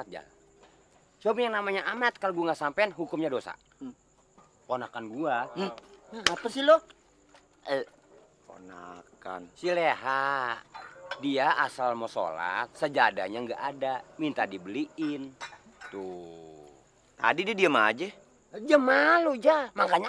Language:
Betawi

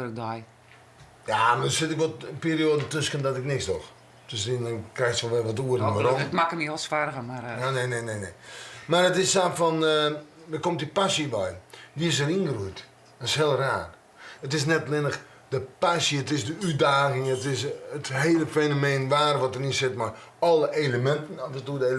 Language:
Western Frisian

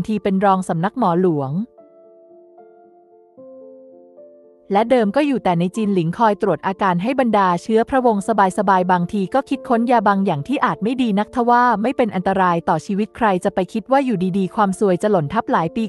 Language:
Thai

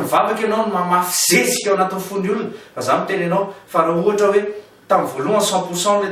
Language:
Malagasy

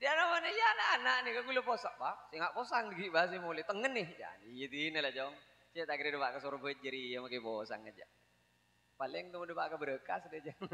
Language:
Madurese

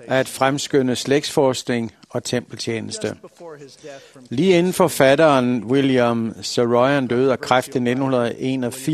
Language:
Danish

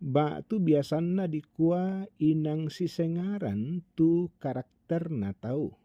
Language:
Toraja-Sa'dan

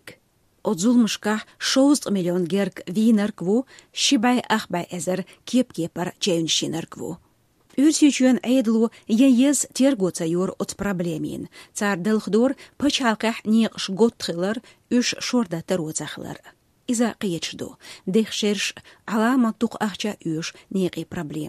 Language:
Chechen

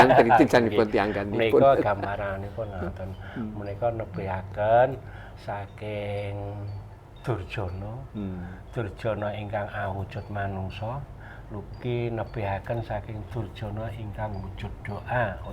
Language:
Javanese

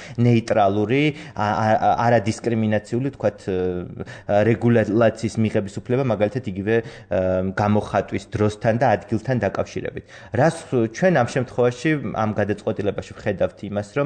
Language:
Georgian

